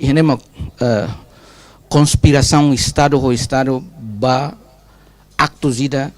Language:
Tetum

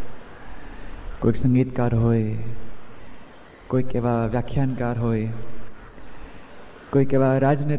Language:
Gujarati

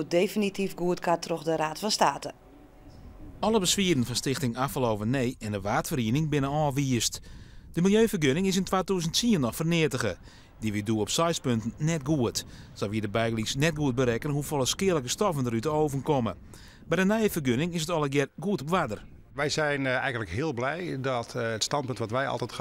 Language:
Western Frisian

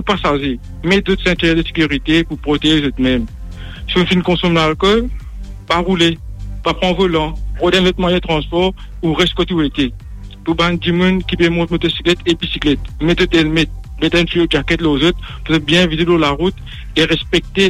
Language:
Morisyen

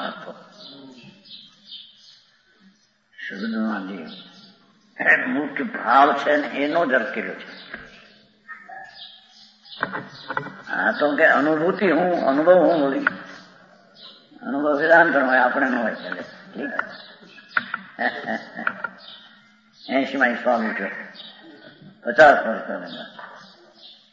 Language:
Gujarati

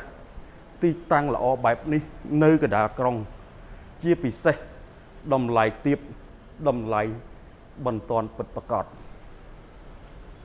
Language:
Khmer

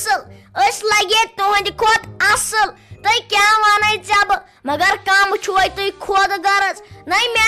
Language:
Kashmiri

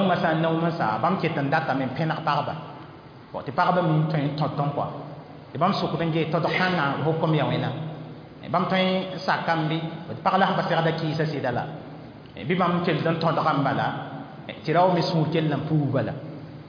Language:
Mossi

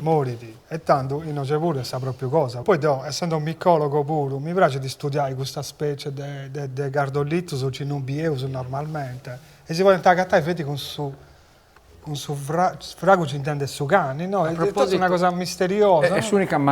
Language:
Sardinian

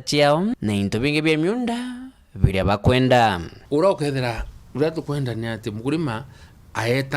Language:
Meru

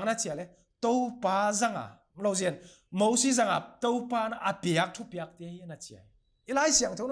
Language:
Paite Chin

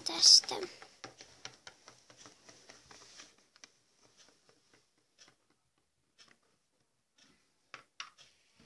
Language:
Finnish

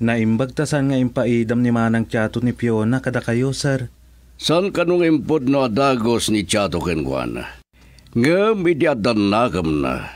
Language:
Iloko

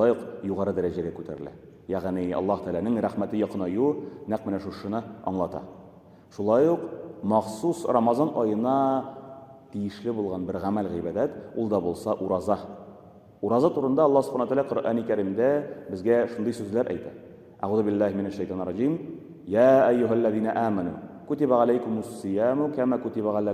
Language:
Tatar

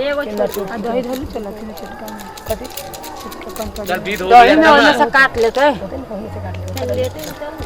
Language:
Maithili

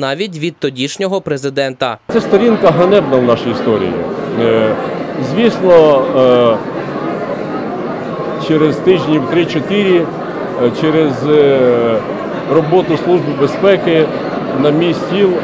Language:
Ukrainian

